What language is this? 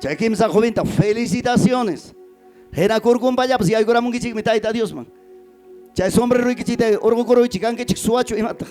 Ayacucho Quechua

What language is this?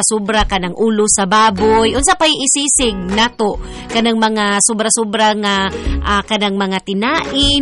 Cebuano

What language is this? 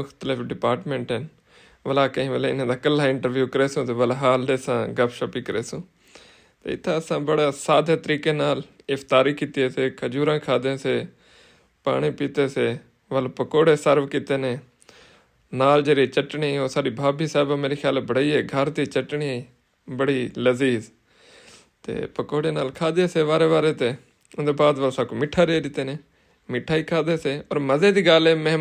Saraiki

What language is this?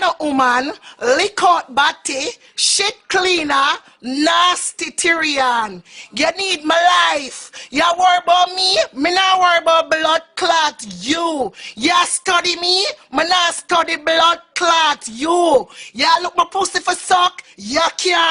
Jamaican Creole English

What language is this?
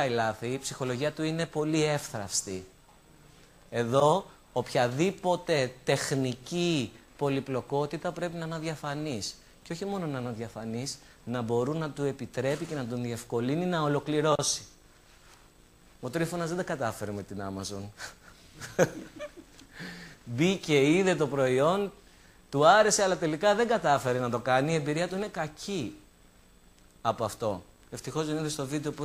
Greek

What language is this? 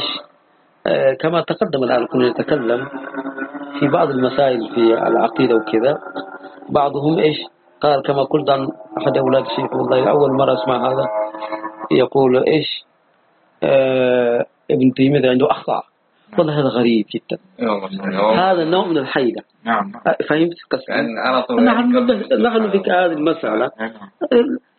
Arabic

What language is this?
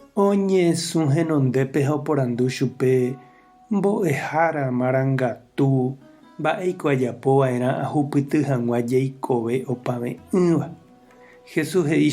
Guarani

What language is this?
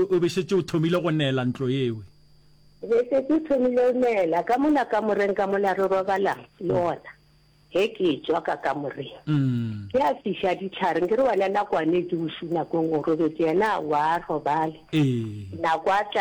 Northern Sotho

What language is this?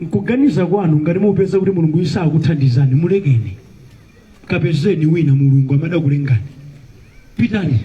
Nyanja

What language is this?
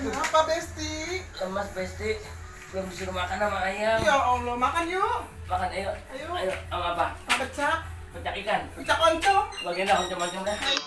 Betawi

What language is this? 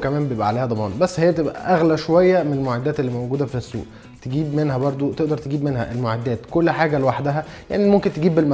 Egyptian Arabic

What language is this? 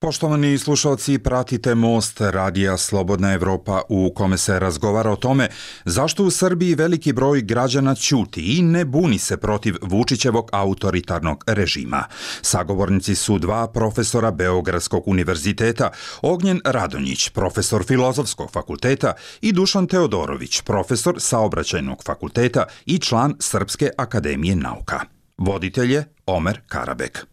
Serbian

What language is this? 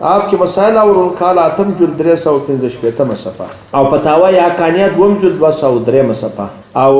Pashto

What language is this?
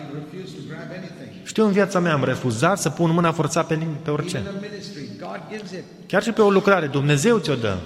Romanian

